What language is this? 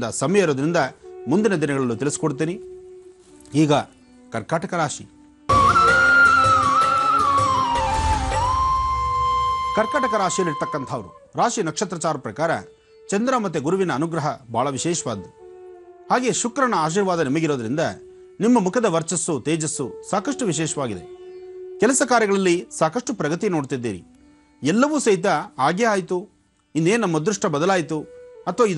Kannada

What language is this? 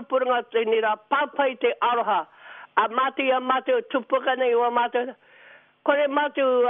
Māori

